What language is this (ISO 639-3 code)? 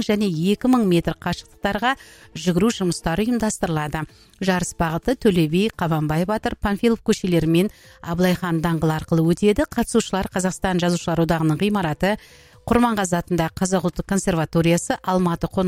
kaz